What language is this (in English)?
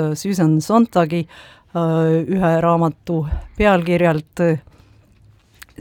Estonian